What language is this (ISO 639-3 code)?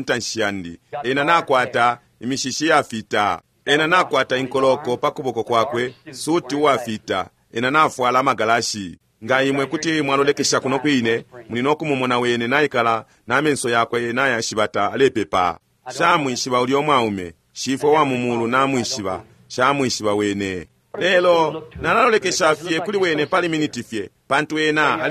bem